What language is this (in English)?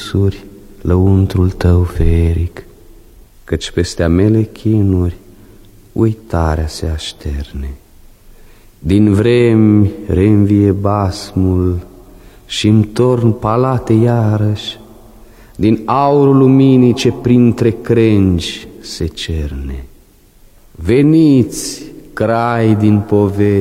Romanian